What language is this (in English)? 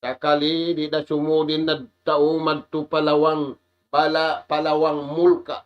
Tausug